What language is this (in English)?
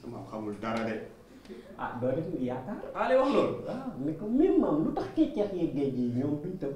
Wolof